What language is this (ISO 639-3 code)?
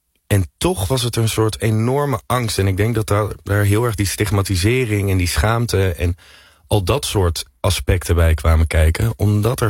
nld